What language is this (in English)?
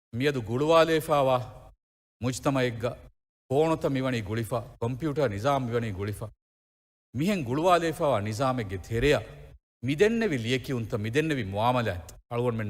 Divehi